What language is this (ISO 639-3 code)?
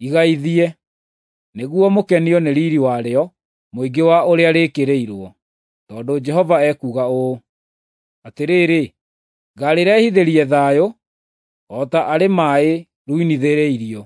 kik